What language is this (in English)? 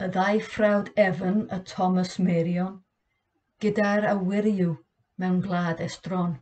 Welsh